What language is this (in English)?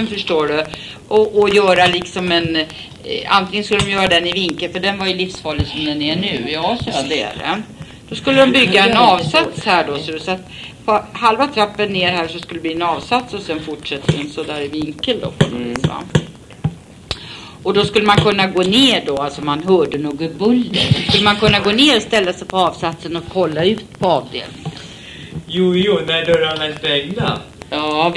Swedish